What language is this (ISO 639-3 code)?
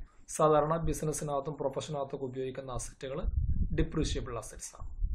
mal